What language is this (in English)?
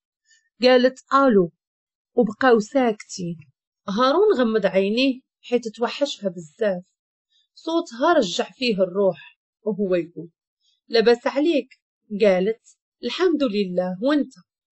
Moroccan Arabic